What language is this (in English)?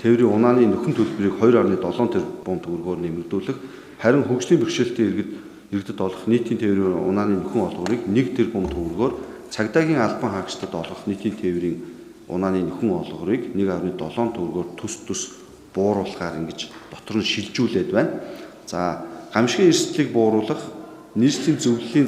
Mongolian